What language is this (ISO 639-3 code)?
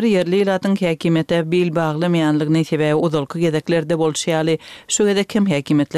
tuk